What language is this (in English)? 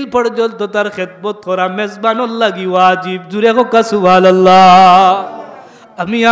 Sylheti